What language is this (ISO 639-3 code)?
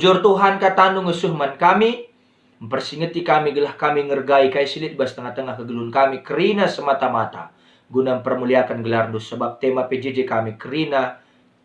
btx